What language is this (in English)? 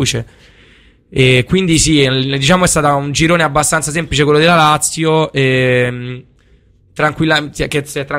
Italian